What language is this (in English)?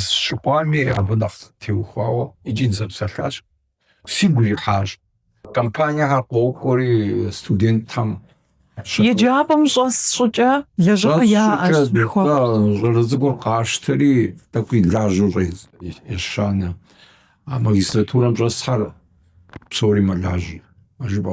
Kabardian